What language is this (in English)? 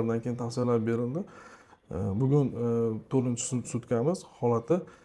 Uzbek